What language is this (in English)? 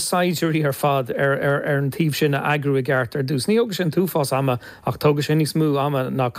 Irish